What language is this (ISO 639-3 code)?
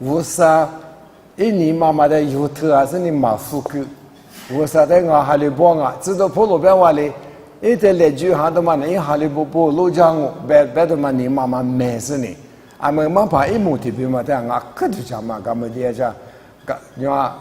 lis